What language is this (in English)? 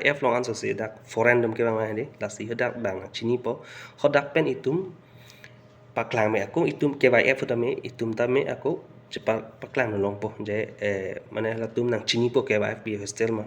Karbi